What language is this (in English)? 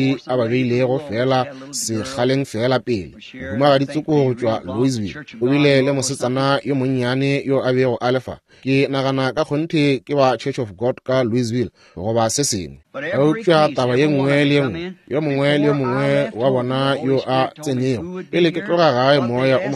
Northern Sotho